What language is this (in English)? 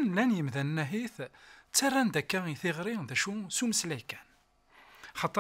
Kabyle